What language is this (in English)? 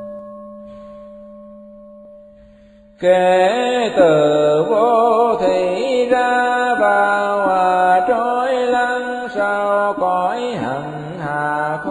Vietnamese